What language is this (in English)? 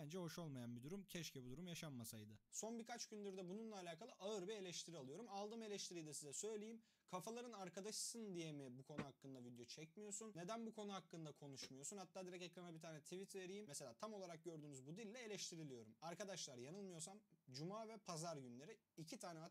Turkish